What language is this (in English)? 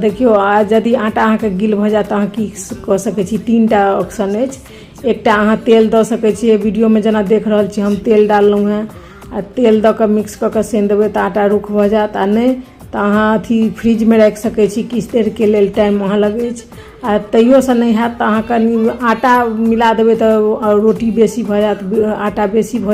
Maithili